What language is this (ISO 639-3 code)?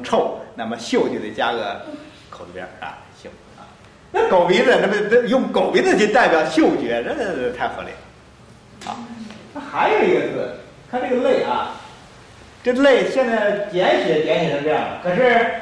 zho